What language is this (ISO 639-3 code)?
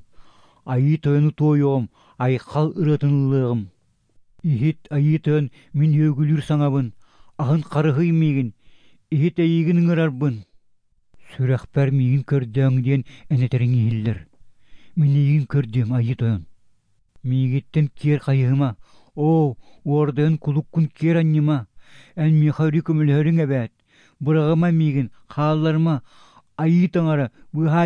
sah